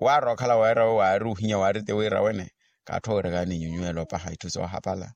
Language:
Makhuwa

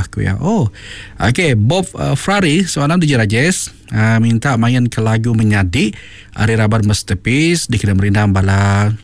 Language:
Iban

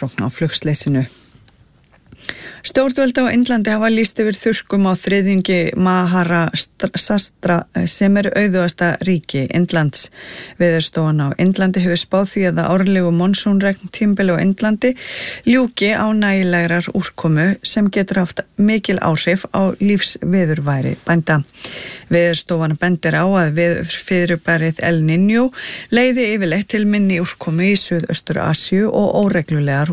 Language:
Icelandic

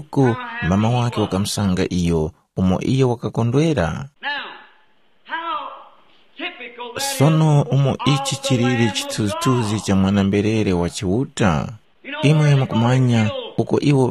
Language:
Tumbuka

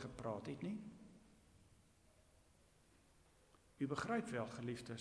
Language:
Afrikaans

